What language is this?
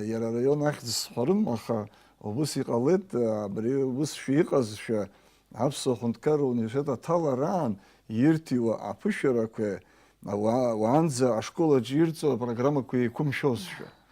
Abkhazian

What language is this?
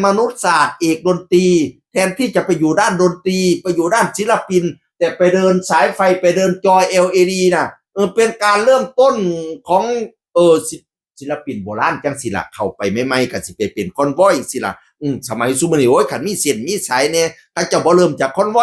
Northeastern Thai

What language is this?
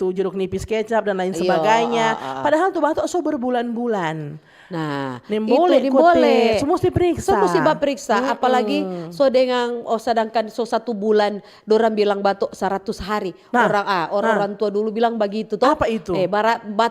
Manado Malay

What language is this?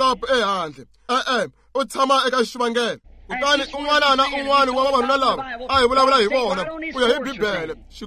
Tsonga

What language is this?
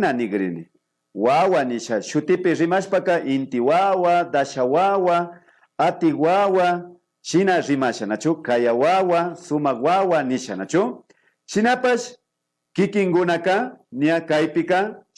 Imbabura Highland Quichua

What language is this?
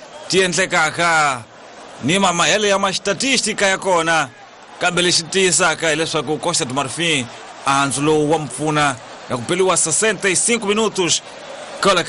Tsonga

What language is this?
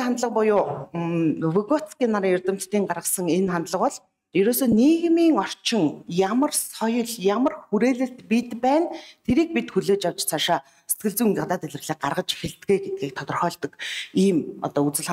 Mongolian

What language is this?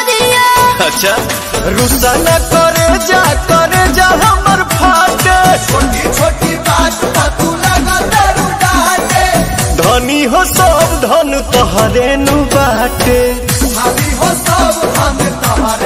Bhojpuri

